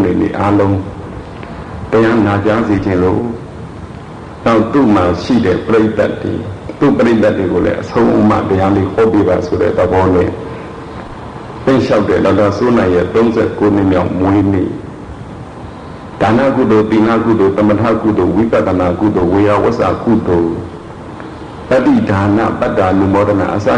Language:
Burmese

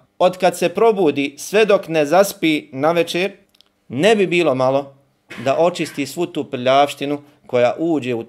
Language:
Bosnian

